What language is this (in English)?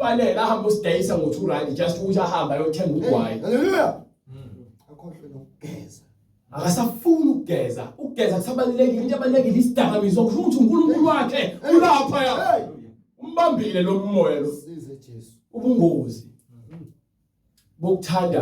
Zulu